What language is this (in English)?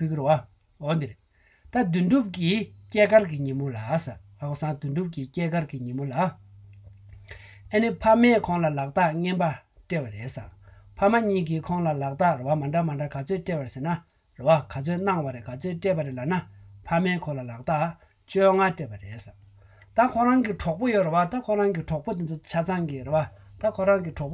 Tibetan